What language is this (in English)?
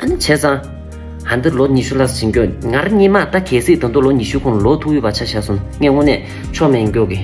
Tibetan